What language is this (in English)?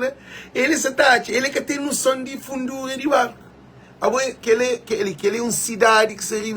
Kabuverdianu